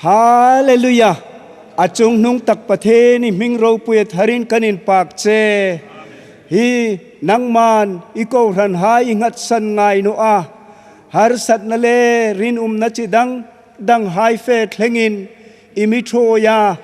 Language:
Hmar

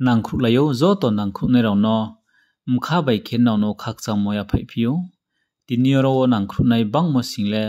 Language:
Riang (India)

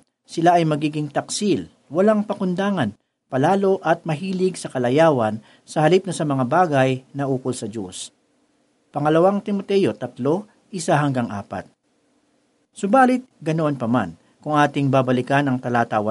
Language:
Filipino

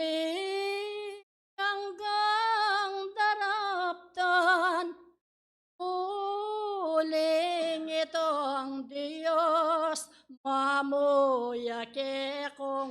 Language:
Pampanga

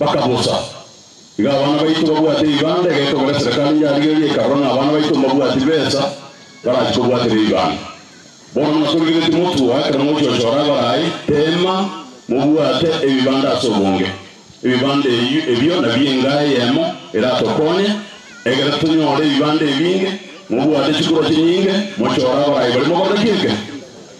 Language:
Gusii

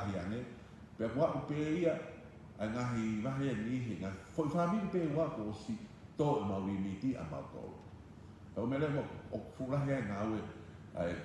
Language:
Tongan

